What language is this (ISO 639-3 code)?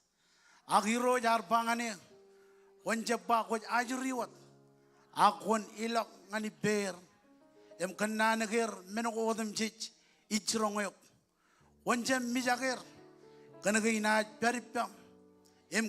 mah